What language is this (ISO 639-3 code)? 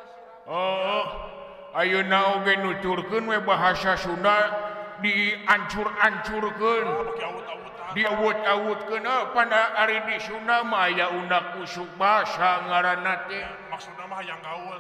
sun